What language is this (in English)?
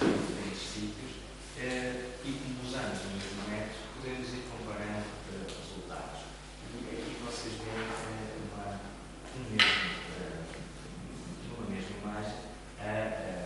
Portuguese